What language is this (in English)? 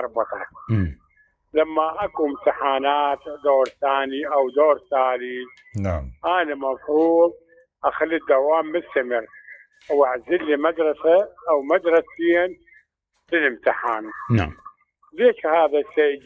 Mesopotamian Arabic